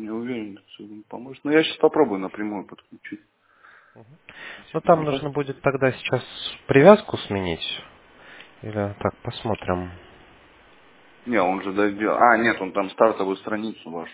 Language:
Russian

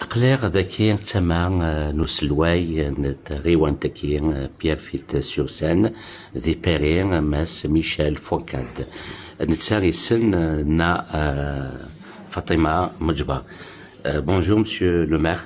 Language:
Kabyle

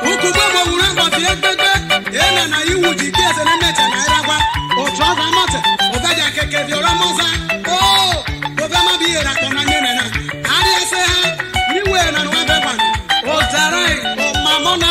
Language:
Isoko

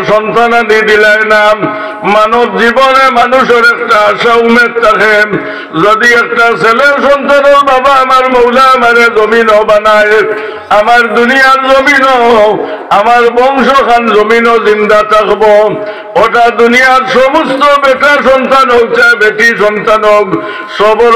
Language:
Sylheti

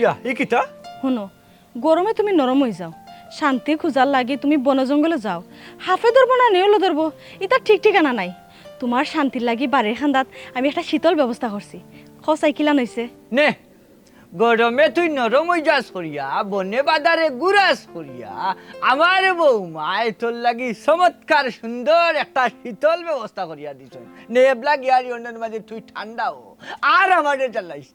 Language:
Sylheti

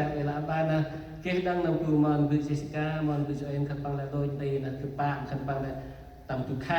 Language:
Central Mnong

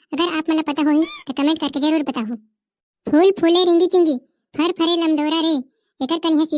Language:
Chhattisgarhi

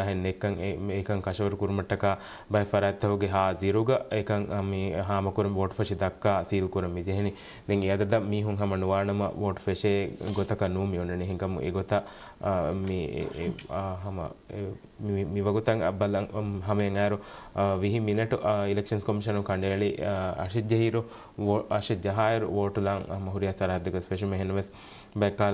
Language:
Divehi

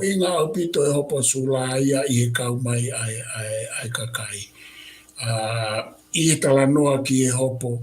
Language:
Tongan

